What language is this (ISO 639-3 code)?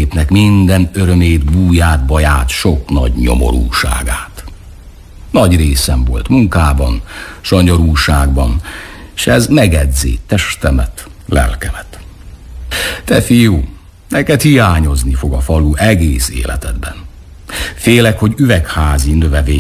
hun